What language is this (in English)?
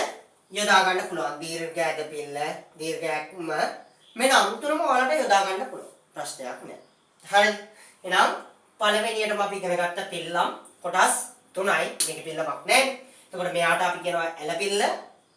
Sinhala